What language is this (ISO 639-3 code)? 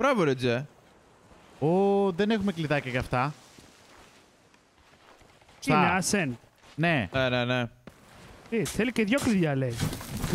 ell